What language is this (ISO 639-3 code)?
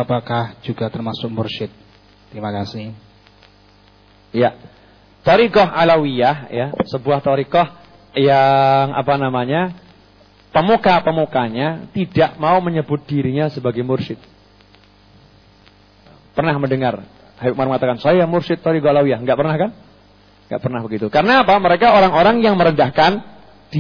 ind